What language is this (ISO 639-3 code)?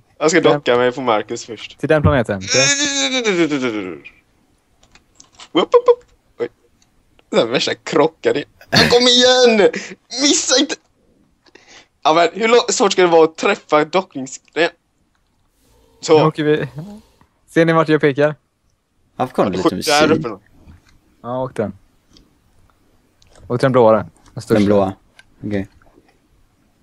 swe